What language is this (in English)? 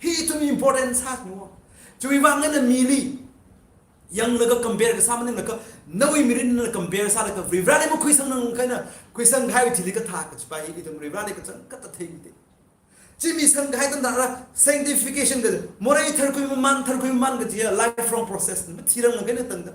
Tangkhul Naga (India)